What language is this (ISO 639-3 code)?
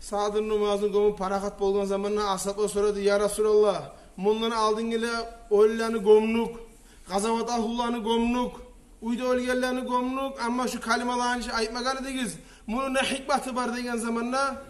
kum